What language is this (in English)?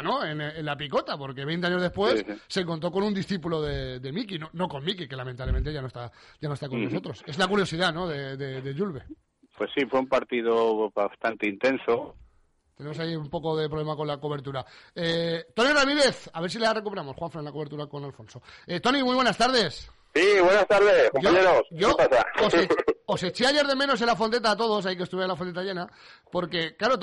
Spanish